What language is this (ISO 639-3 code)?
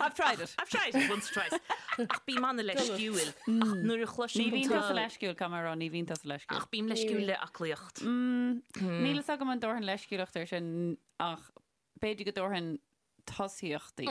gle